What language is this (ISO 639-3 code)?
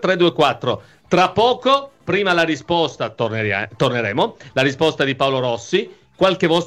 ita